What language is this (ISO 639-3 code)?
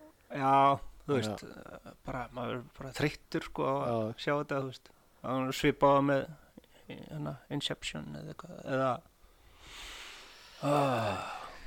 isl